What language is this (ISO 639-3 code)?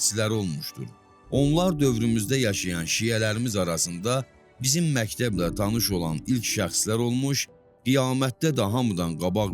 aze